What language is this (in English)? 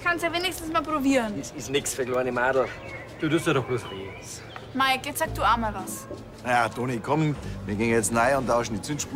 Bavarian